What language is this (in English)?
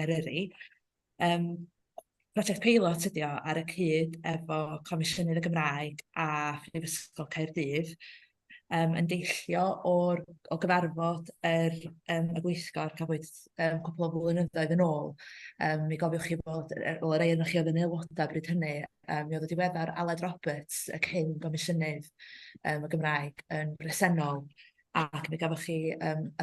Welsh